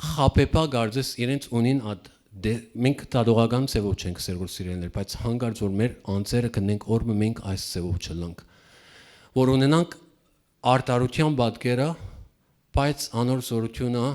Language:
Western Armenian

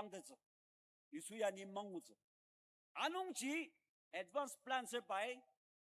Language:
Ao Naga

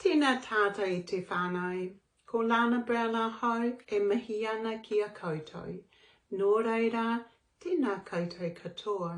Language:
Māori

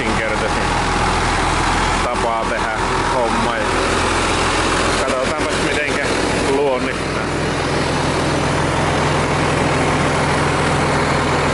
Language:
Finnish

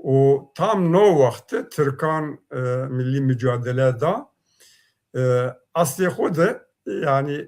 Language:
Zaza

